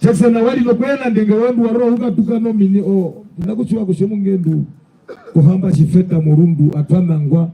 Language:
Herero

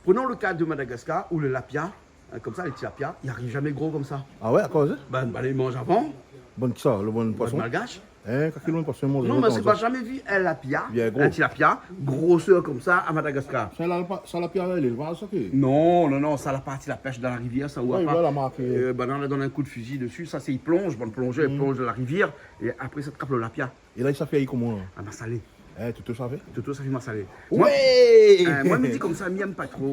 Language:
Réunion Creole French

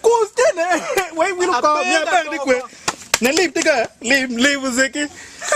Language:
Acoli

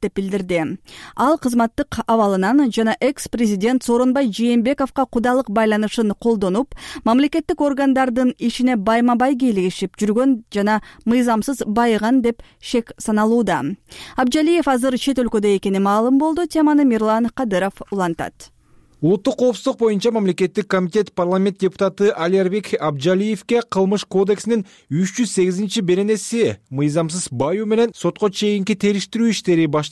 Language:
Kyrgyz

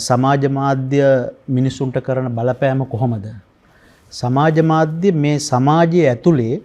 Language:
Sinhala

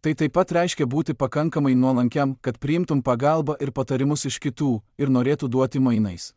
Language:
Lithuanian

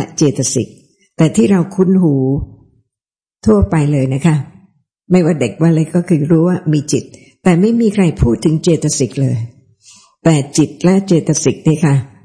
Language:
Thai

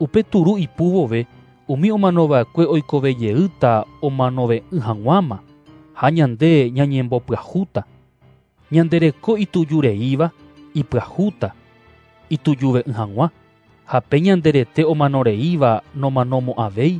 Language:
Guarani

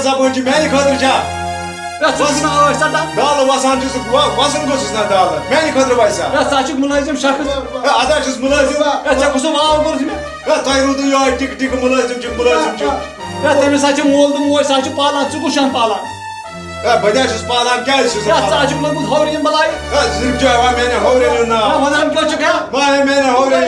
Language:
Kashmiri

